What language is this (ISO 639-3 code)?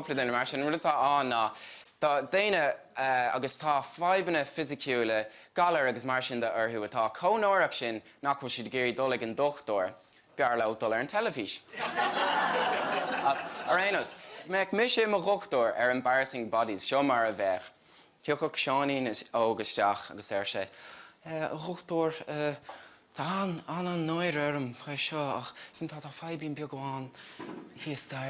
gle